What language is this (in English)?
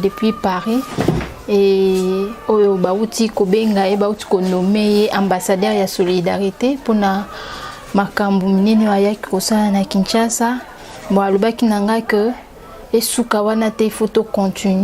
Lingala